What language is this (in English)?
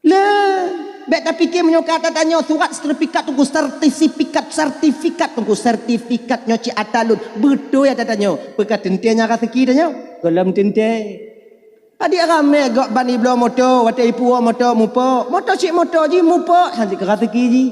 Achinese